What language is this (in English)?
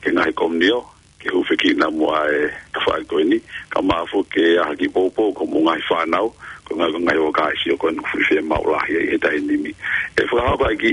Tongan